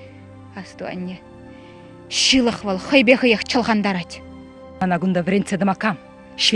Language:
Chuvash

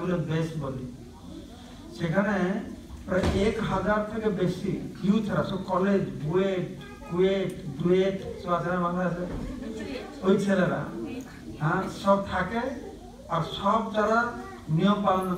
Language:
Bangla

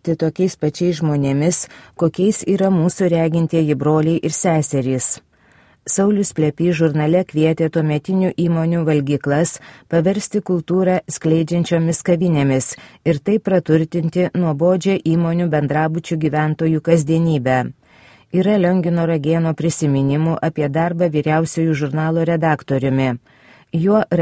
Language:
Lithuanian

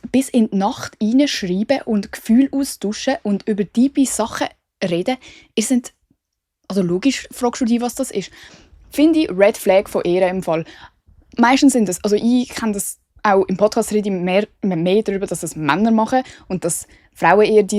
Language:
Swiss German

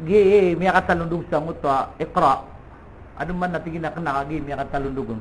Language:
Maranao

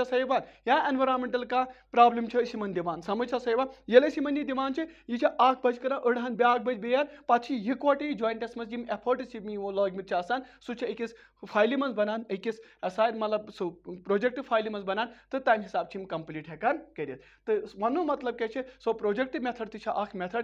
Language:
Kashmiri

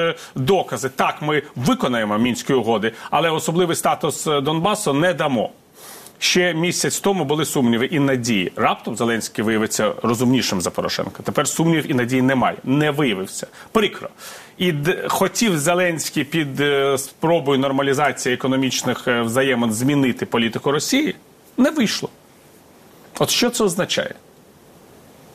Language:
Ukrainian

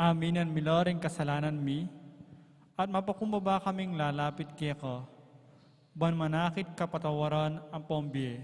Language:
Pampanga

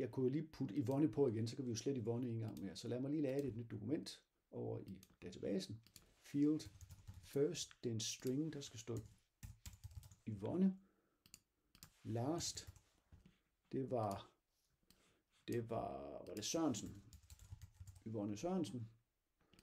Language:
Danish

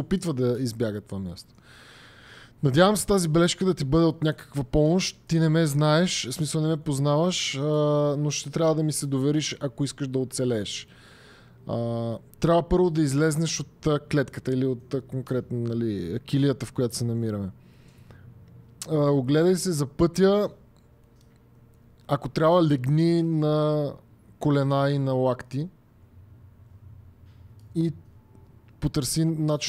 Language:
Bulgarian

